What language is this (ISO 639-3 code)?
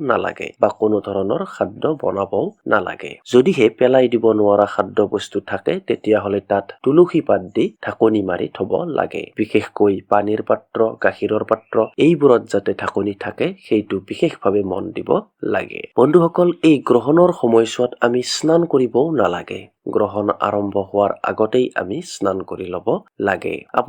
asm